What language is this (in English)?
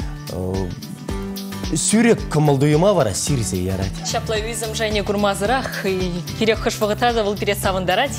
Chuvash